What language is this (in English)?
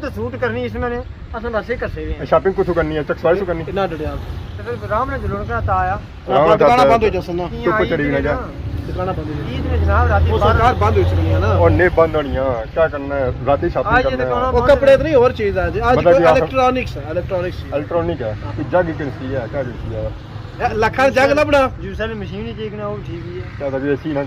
Pahari-Potwari